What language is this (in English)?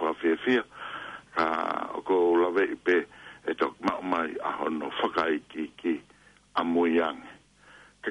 Tongan